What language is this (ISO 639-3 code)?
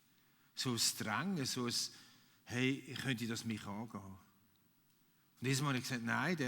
gsw